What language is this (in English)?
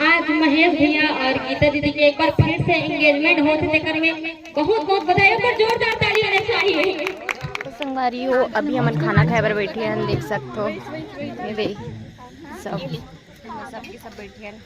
Chhattisgarhi